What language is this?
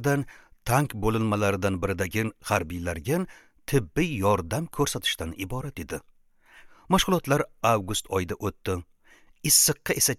Uzbek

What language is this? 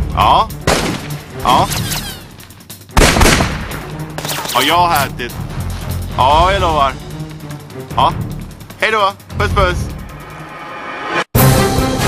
Swedish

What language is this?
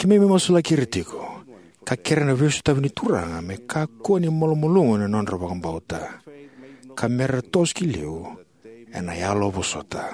Fijian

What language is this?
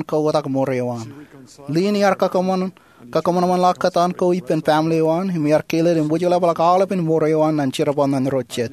Marshallese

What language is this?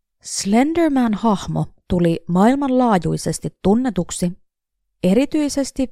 Finnish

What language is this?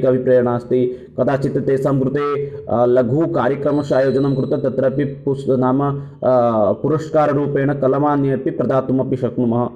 Sanskrit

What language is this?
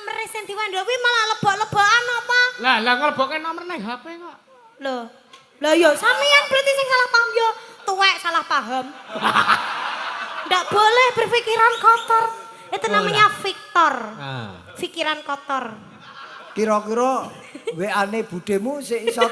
Javanese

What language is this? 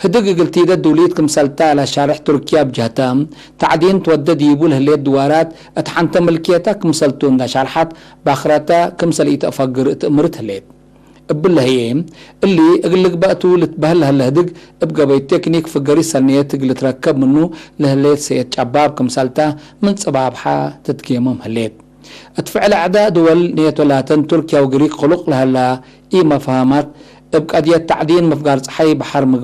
Tigre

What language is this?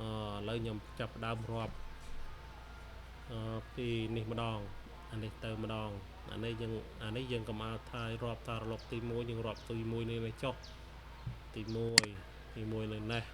Khmer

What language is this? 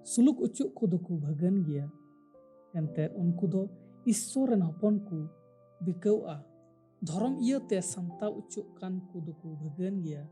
Santali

